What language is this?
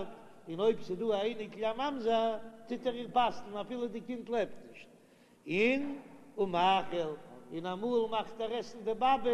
Yiddish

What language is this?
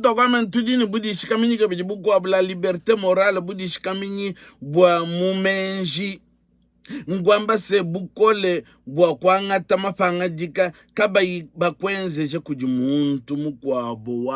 Luba-Lulua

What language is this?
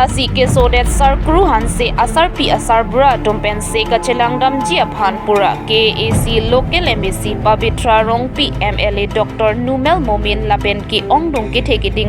Karbi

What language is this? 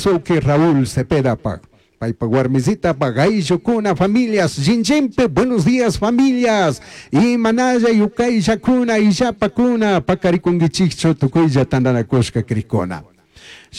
Chimborazo Highland Quichua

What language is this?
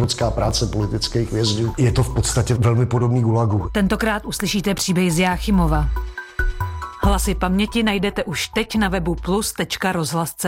Czech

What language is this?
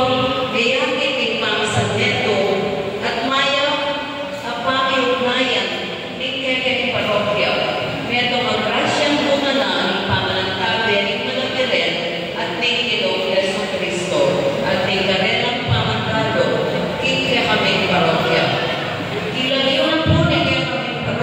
Pampanga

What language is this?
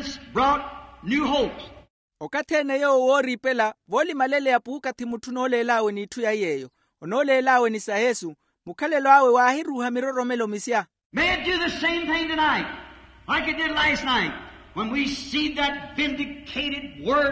Makhuwa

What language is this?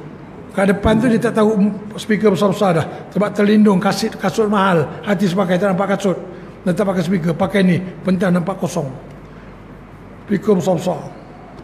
Malay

